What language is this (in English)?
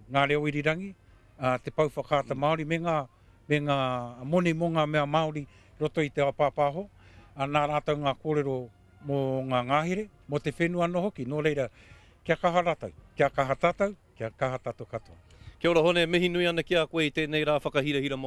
Māori